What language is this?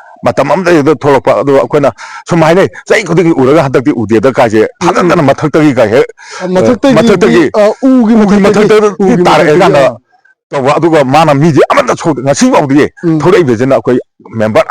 Manipuri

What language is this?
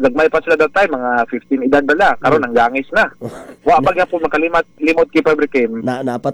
Cebuano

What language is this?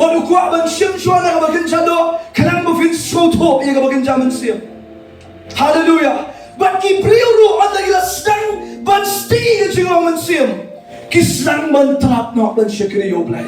Khasi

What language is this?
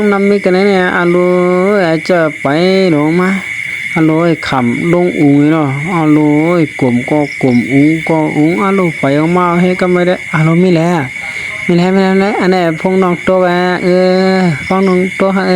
Shan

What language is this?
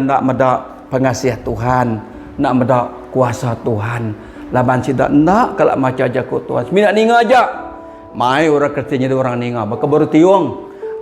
Iban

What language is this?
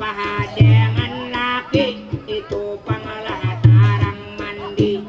Banjar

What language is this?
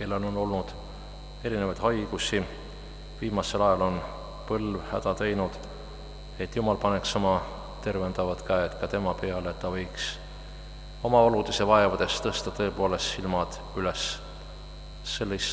Estonian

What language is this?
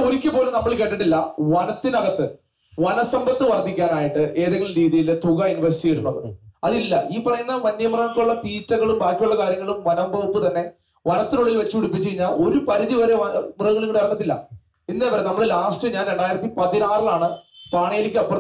Malayalam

